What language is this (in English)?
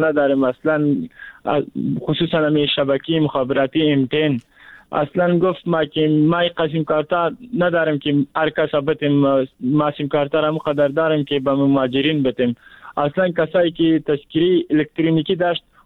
Persian